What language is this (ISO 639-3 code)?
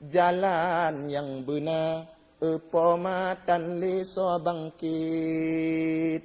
ace